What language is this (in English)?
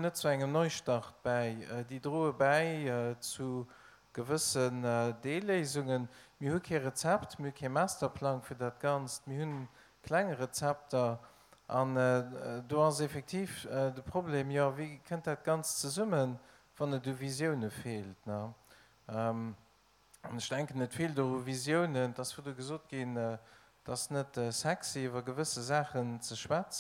Luxembourgish